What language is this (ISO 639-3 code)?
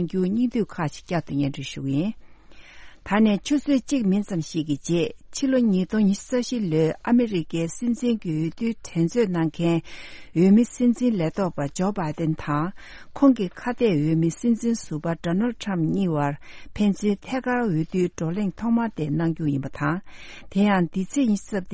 bod